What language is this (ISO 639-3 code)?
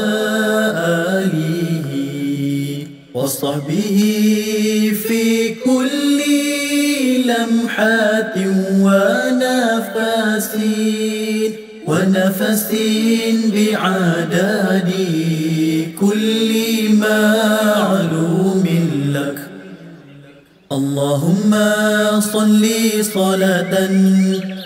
ara